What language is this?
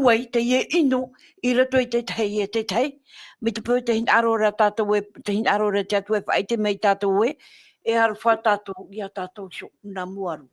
Tahitian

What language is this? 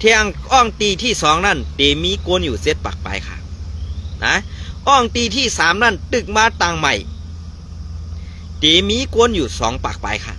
Shan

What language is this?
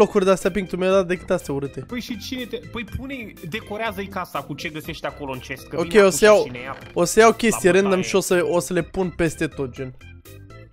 Romanian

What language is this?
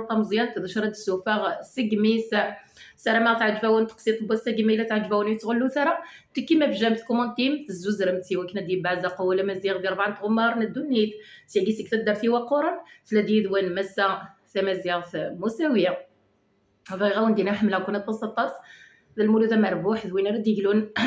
Kabyle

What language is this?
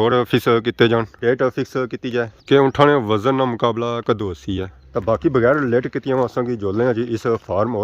Pahari-Potwari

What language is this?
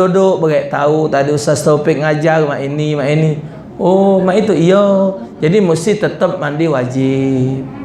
Musi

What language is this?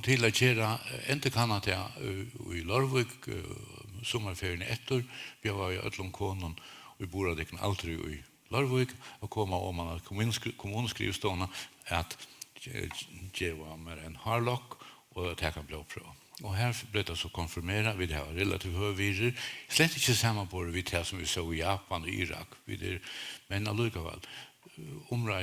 Faroese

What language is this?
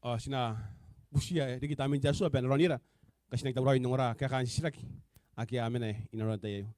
Gilbertese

